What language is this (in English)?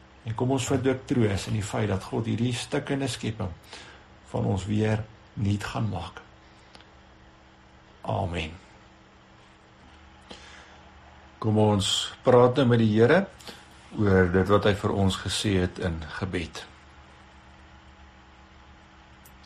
Afrikaans